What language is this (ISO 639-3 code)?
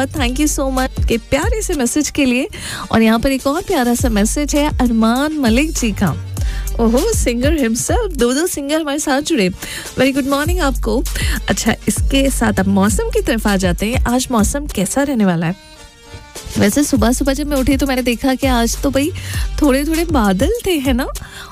hin